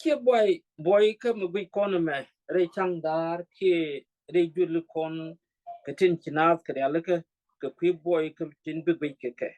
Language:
Nuer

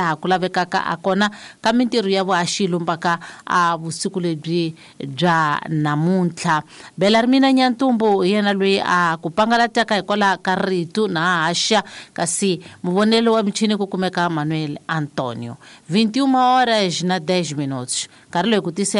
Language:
Tsonga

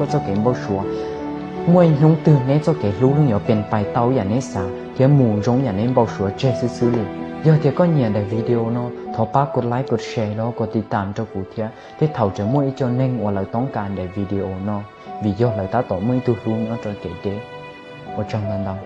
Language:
Hmong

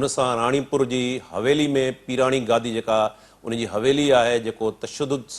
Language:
Sindhi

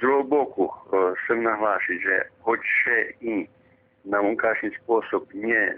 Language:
Rusyn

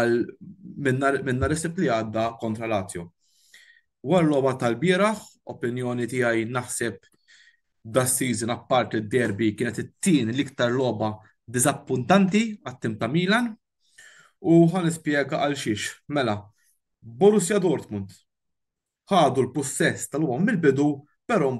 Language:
Maltese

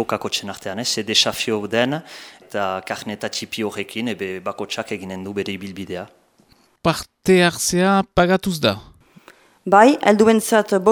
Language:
Basque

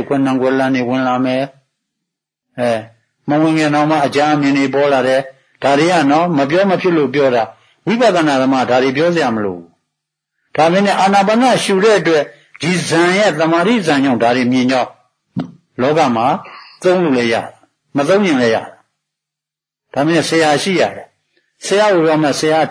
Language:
Burmese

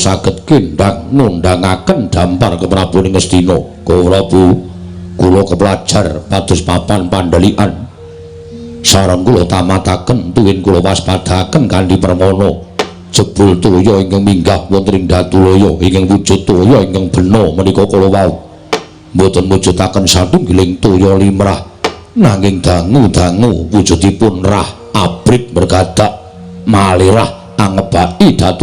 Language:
Javanese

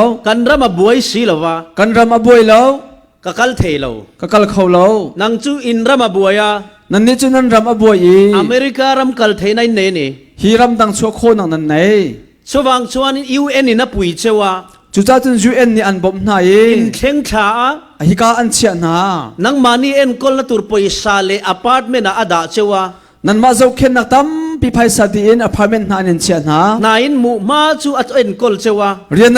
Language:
Falam Chin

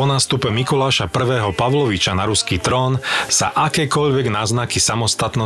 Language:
Slovak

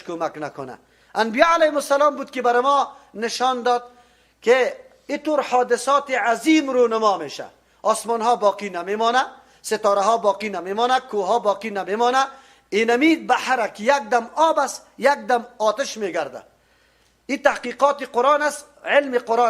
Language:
Persian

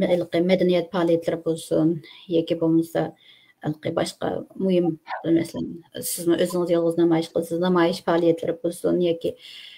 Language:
Uyghur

